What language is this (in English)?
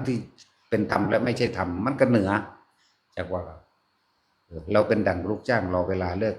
Northeastern Thai